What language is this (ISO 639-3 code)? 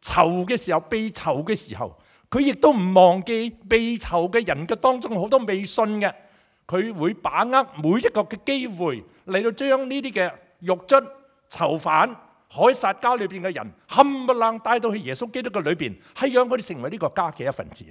yue